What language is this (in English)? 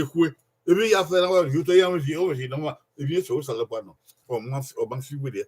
Bini